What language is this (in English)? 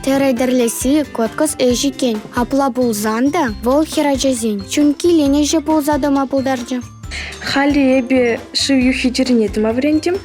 Chuvash